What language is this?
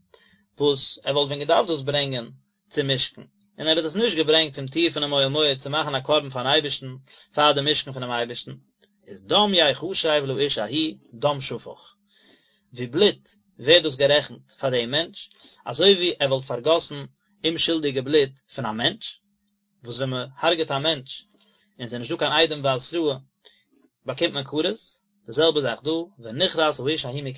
Yiddish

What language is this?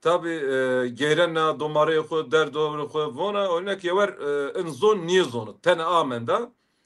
Zaza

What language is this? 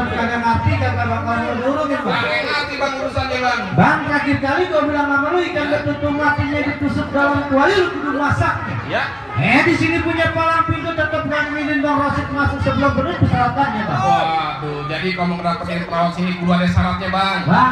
Betawi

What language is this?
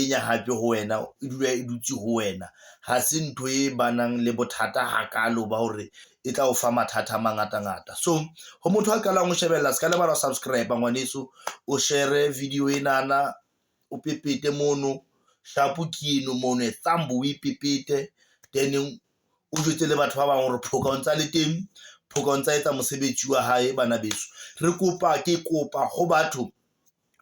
Southern Sotho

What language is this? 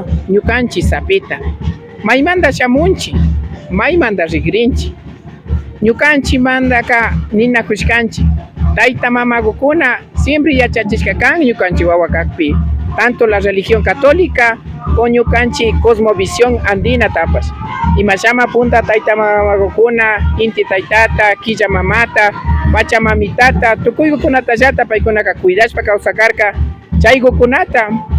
Imbabura Highland Quichua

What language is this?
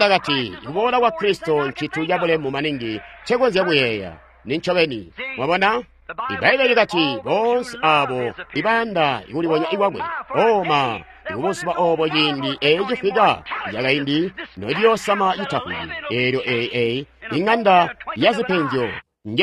Tonga (Zambia)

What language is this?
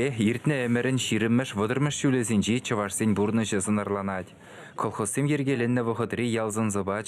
Chuvash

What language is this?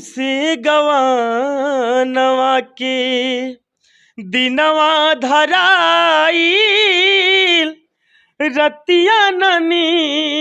Bhojpuri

